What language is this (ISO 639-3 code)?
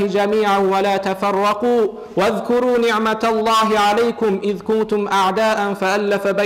kum